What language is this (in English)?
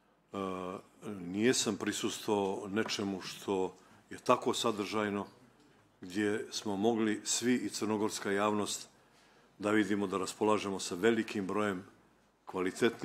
Bosnian